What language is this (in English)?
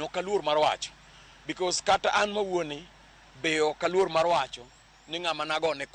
Luo (Kenya and Tanzania)